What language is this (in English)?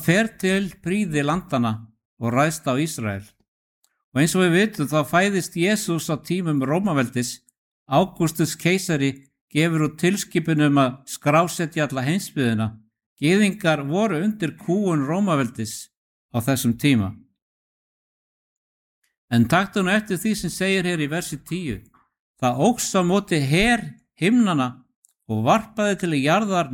Icelandic